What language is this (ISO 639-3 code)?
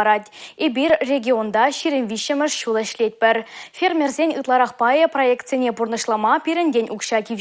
chv